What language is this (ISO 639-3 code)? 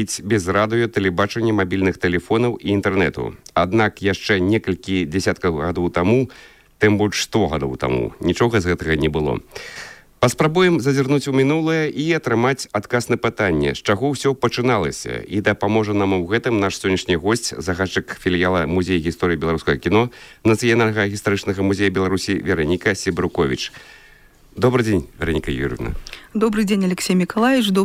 bel